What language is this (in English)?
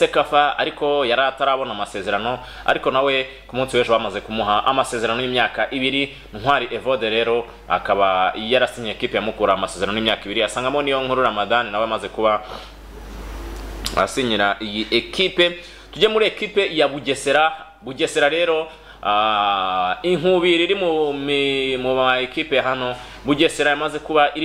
Kinyarwanda